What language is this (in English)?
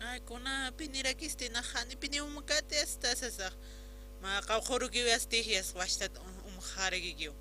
Aymara